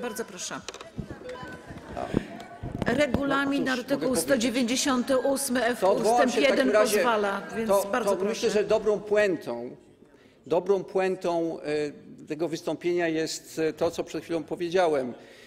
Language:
Polish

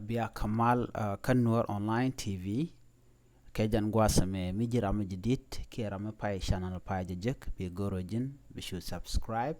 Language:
Nuer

